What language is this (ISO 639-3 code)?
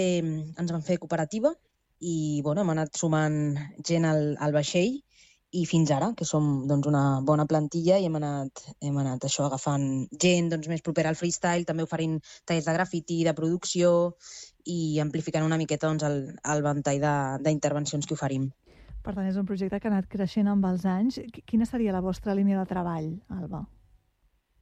cat